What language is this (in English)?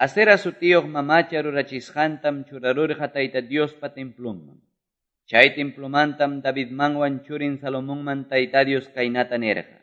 Quechua